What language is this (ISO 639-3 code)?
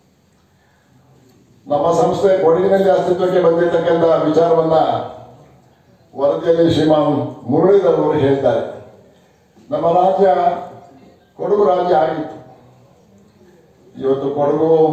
kan